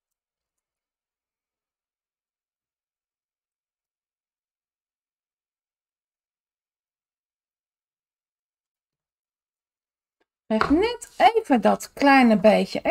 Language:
Dutch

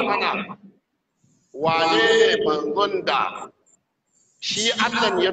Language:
Hausa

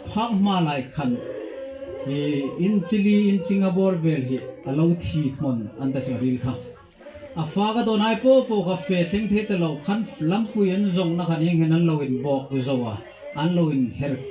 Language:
Hmar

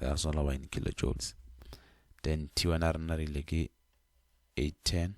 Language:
Northern Sotho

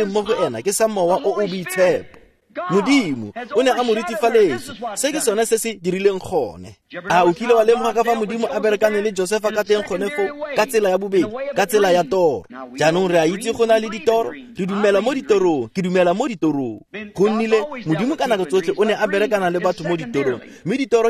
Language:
Tswana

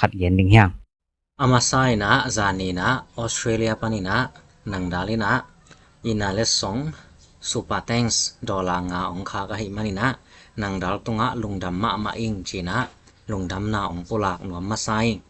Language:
Tedim Chin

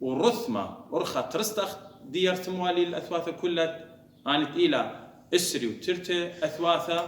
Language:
Assyrian Neo-Aramaic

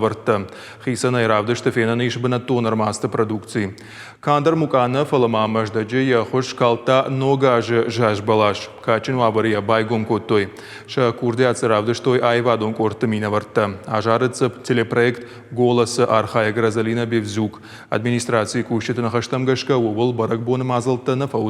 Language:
Ossetic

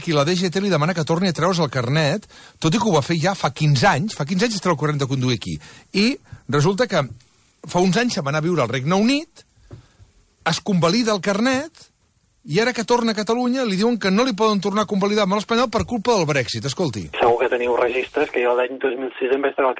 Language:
Catalan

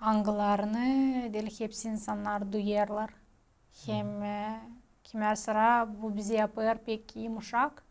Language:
Gagauz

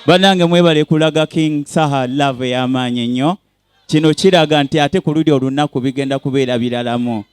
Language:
Ganda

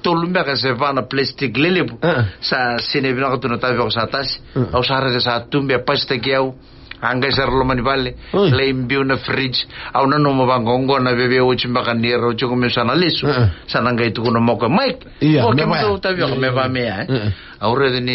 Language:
Fijian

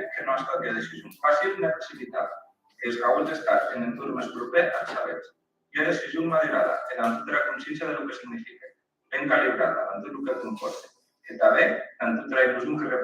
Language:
Occitan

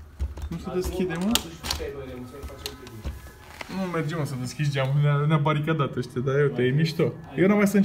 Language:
Romanian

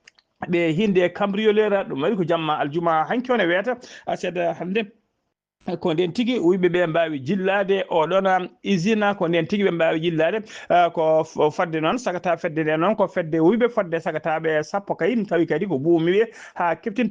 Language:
Fula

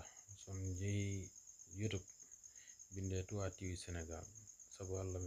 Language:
Fula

